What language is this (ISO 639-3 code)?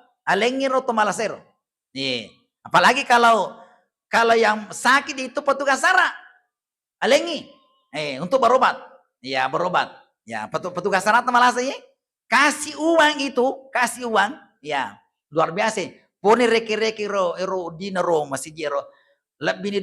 bug